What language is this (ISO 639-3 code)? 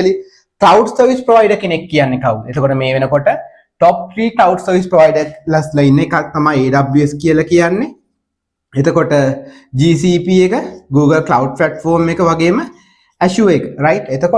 sin